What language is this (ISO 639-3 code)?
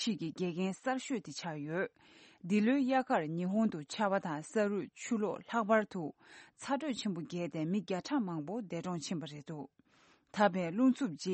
bod